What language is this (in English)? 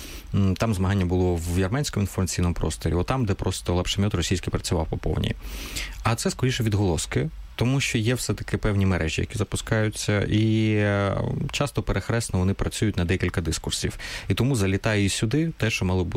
Ukrainian